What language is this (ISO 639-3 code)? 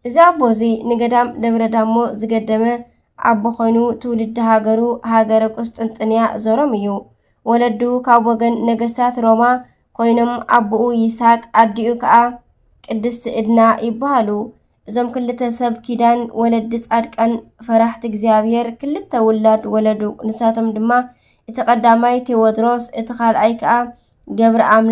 tir